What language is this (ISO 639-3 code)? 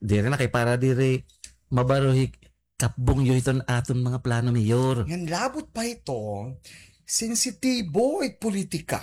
war